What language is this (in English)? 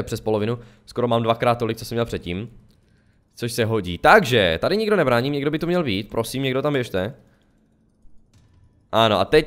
Czech